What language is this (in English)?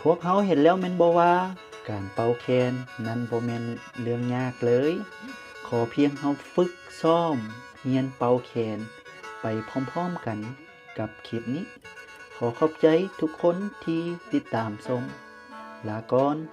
Lao